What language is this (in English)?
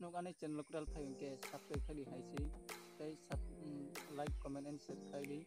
Kok Borok